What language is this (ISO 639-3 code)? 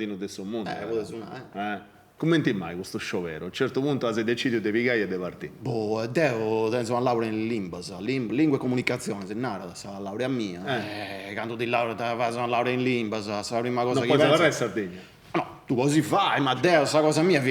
srd